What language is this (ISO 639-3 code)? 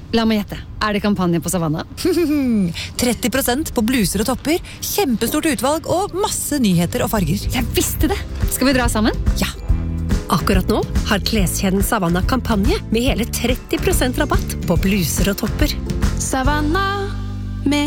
nor